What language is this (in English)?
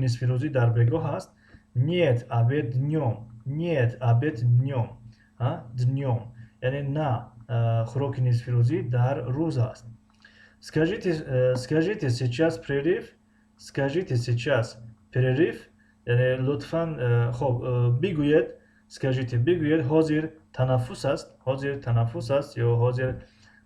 Tajik